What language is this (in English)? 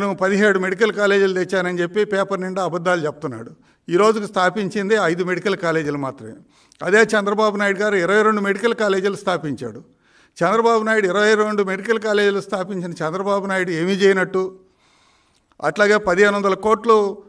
Telugu